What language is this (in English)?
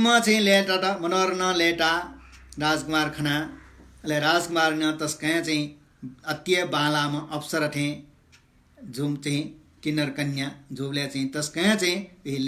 Newari